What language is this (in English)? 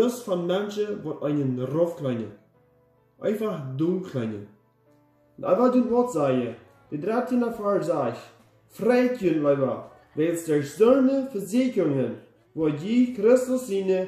Plautdietsch